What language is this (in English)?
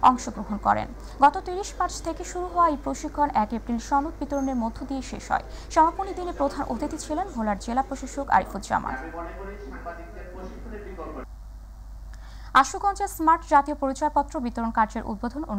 Bangla